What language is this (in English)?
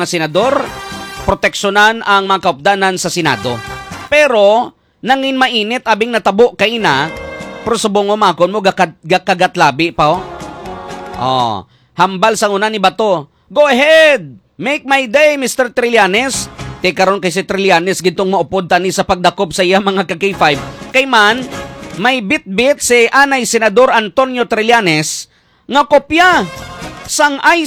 Hiligaynon